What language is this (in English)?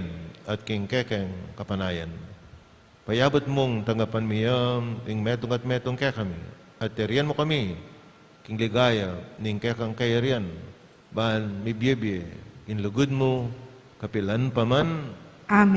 Pampanga